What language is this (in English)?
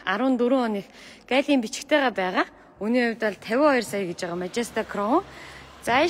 Mongolian